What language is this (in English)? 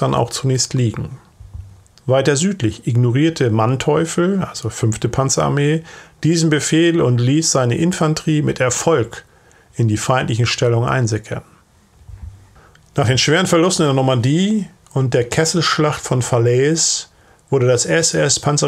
German